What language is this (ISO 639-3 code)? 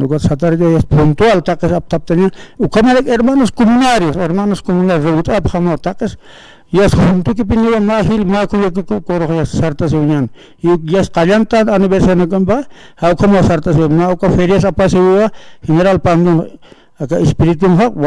aym